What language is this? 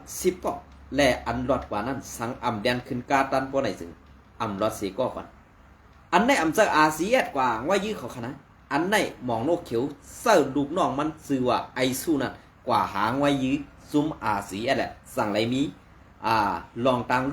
Shan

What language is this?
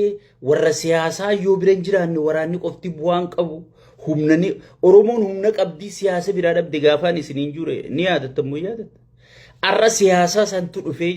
Oromo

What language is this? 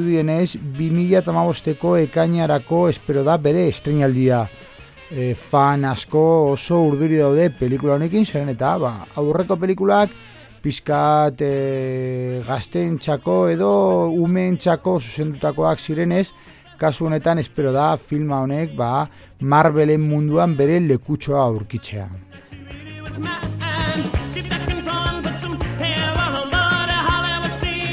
Basque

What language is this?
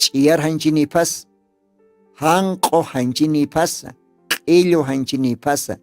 Aymara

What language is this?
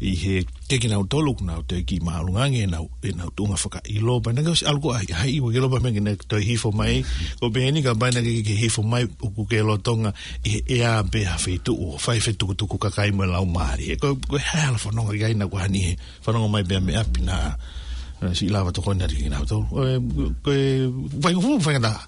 Tongan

